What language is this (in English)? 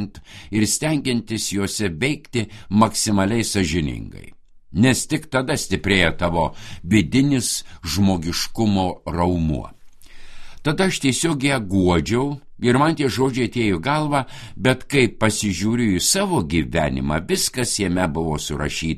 Lithuanian